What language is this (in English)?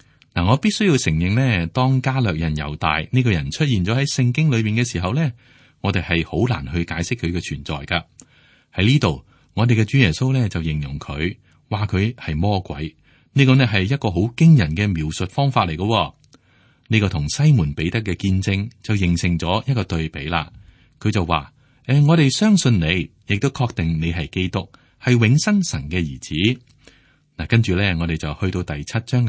Cantonese